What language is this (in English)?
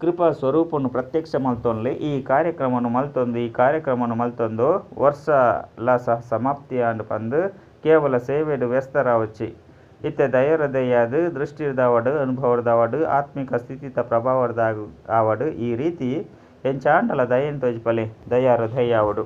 Tulu